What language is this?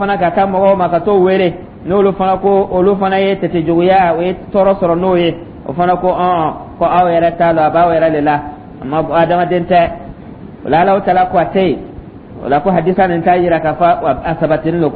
Dyula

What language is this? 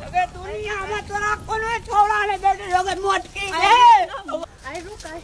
Maithili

